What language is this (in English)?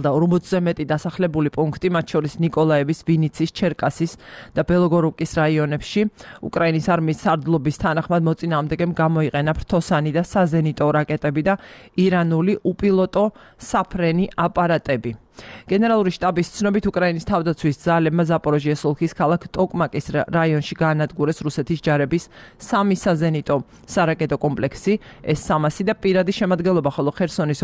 Georgian